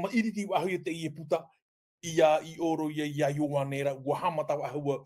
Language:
Tahitian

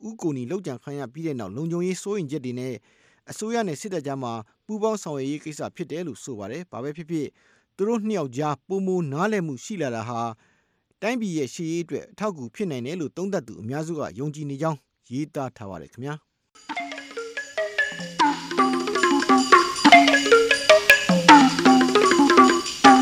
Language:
Burmese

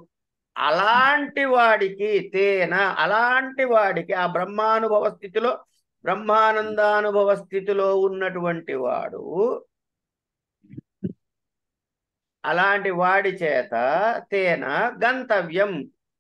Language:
Telugu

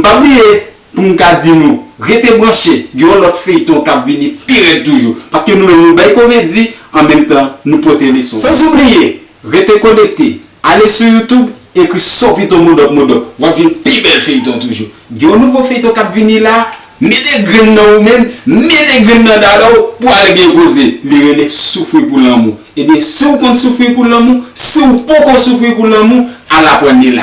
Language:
Haitian Creole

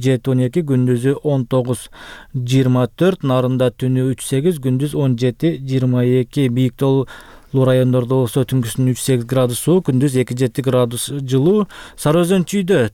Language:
Kyrgyz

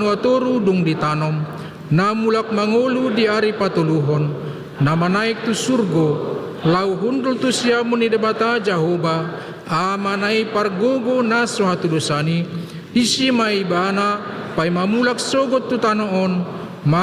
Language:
Batak Toba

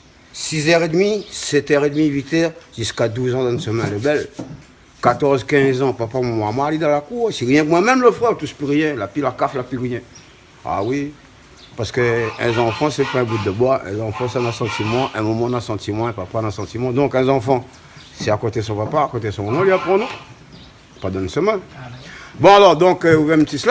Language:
Réunion Creole French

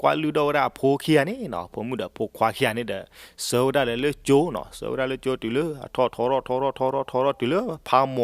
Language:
S'gaw Karen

